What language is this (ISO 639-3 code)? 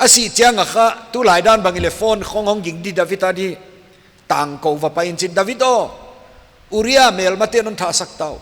pck